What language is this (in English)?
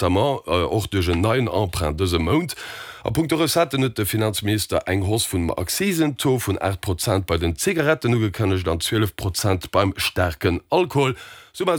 Luxembourgish